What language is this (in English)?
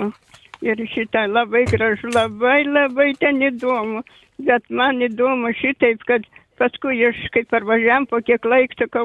Lithuanian